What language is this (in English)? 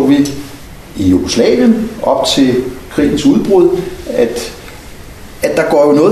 Danish